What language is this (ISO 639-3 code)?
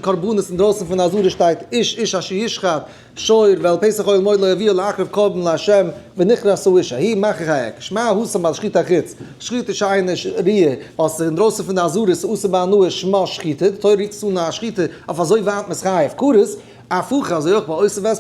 yid